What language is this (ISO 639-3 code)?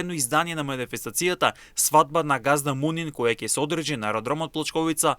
mkd